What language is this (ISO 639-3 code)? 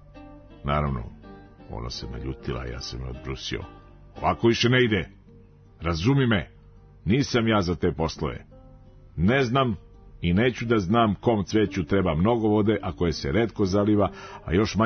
srp